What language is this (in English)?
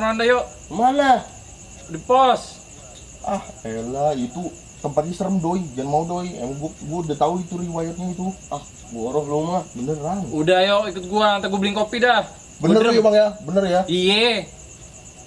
Betawi